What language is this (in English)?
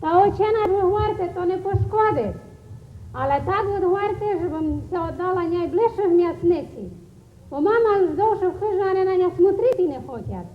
Rusyn